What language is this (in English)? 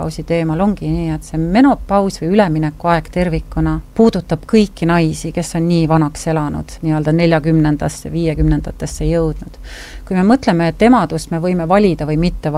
Estonian